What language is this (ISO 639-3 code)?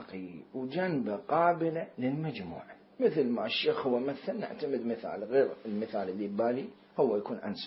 acm